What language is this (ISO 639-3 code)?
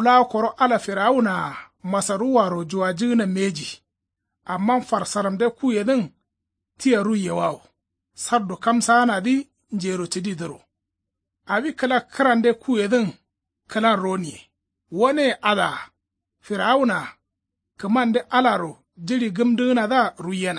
kau